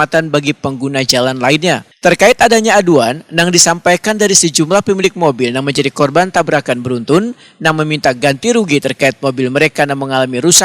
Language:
Banjar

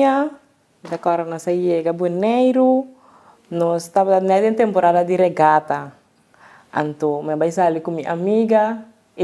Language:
Papiamento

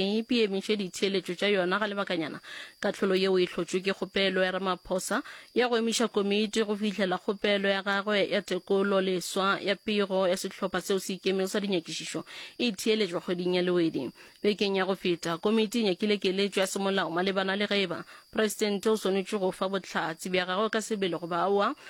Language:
Northern Sotho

